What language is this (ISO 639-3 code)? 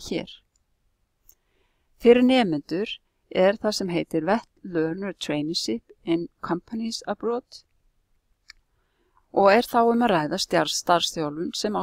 isl